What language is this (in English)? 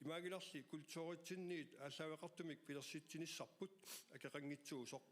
Kalaallisut